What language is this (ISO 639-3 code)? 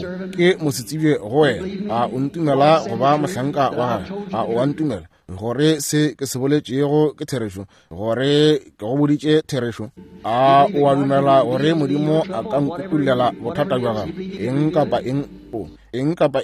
nso